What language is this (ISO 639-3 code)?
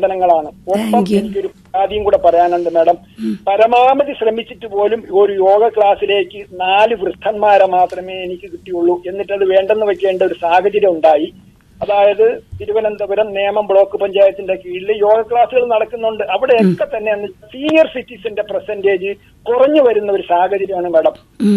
mal